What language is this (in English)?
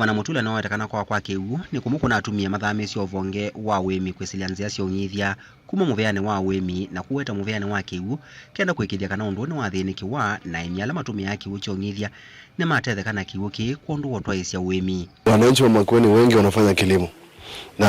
Kamba